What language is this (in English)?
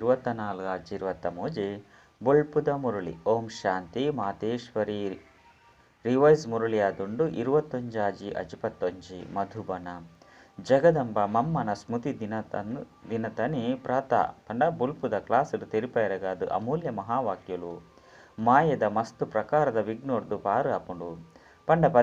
Tulu